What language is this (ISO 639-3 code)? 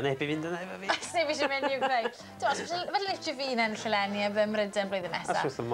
cym